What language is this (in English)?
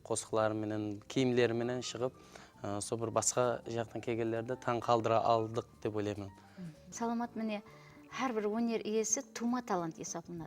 Kara-Kalpak